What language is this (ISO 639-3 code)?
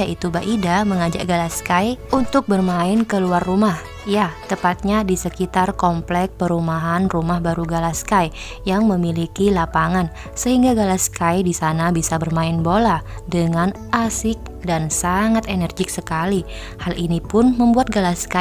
ind